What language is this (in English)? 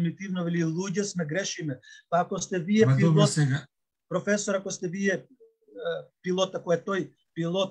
Macedonian